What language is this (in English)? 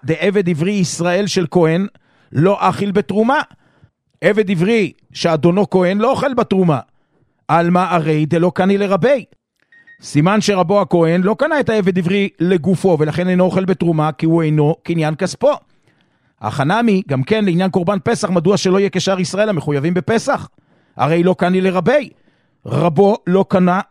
Hebrew